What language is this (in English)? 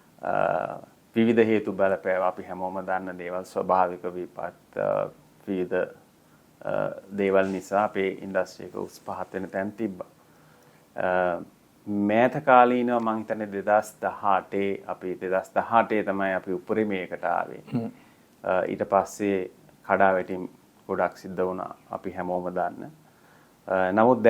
Sinhala